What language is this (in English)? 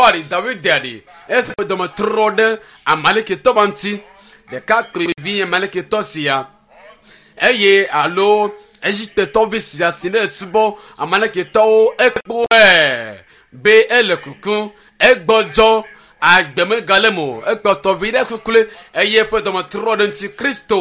Ewe